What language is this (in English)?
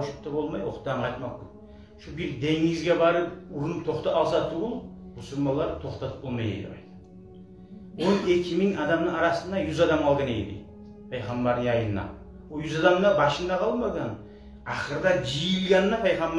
Kumyk